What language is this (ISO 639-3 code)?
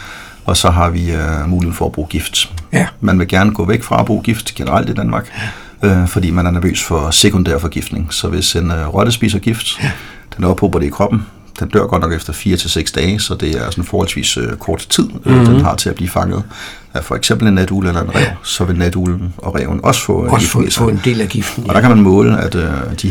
dan